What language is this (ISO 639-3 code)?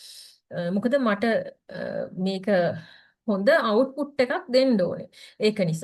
sin